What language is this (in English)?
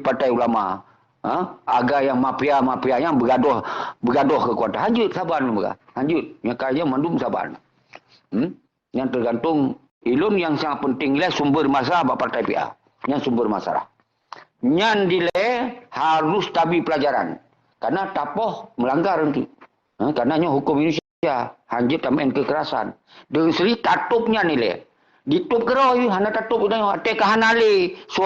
Achinese